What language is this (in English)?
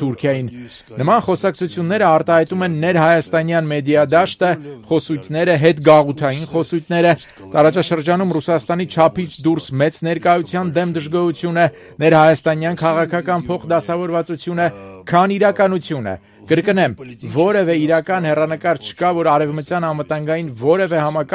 Armenian